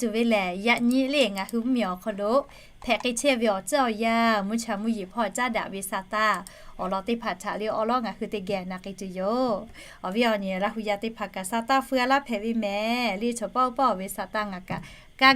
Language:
Lahu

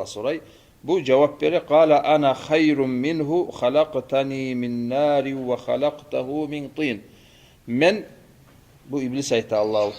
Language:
Kumyk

